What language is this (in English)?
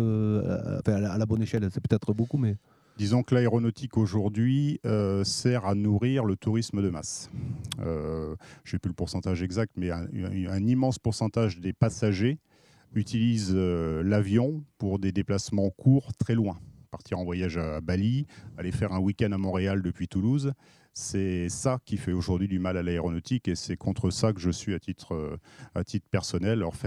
French